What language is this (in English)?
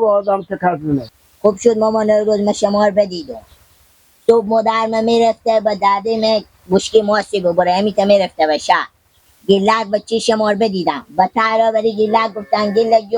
Persian